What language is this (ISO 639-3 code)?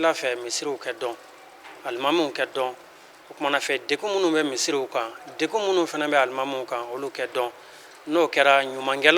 bam